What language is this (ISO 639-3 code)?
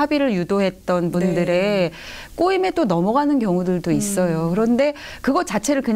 kor